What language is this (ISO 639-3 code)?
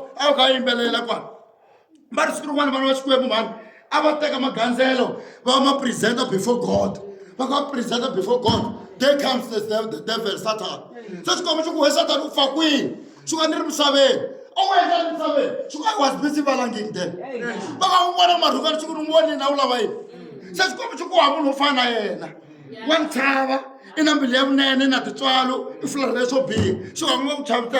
tso